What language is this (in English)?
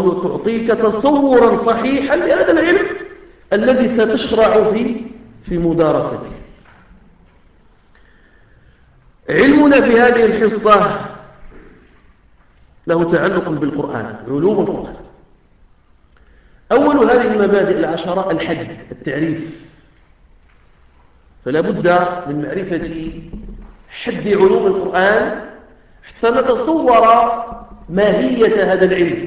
Arabic